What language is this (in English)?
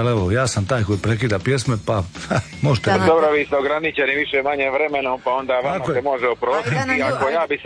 Croatian